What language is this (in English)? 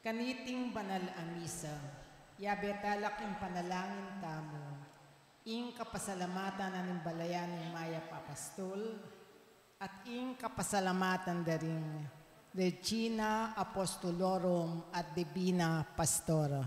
Pampanga